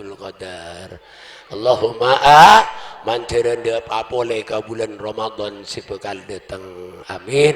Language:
Madurese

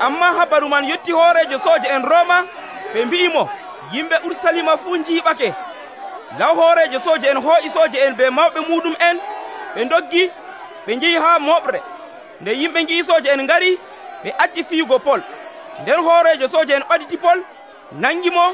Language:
Nigerian Fulfulde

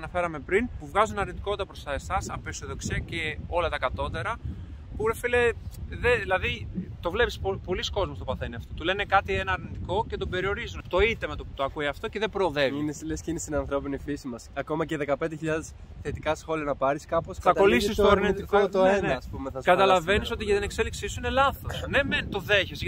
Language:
Greek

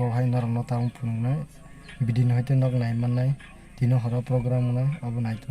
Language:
Kok Borok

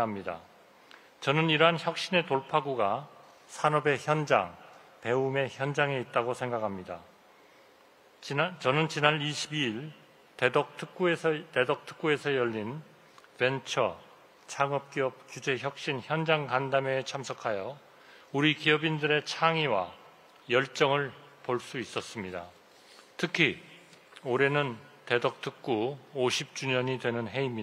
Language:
Korean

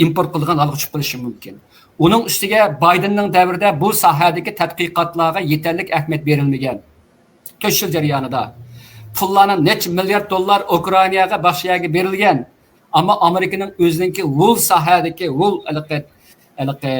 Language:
Uyghur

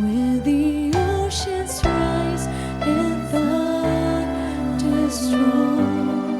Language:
Waray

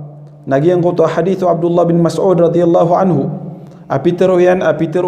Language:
Maranao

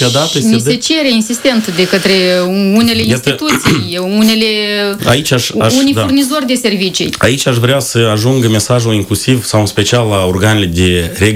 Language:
Romanian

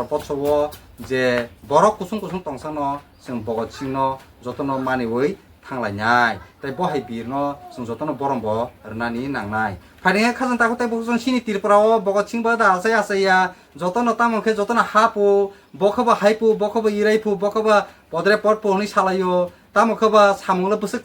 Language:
Kok Borok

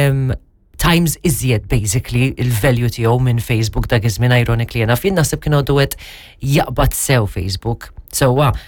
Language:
Maltese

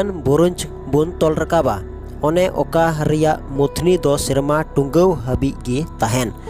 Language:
Santali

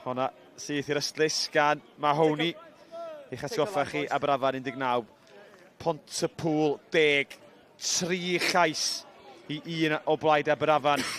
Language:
Welsh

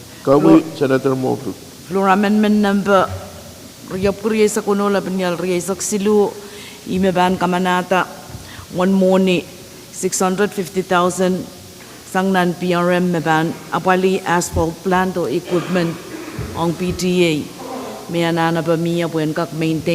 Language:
Pohnpeian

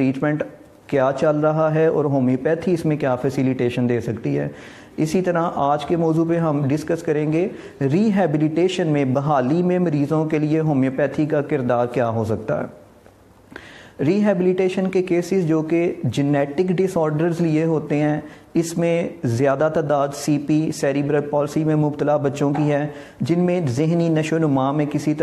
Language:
Urdu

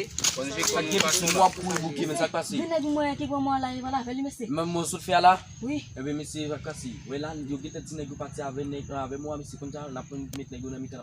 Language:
Haitian Creole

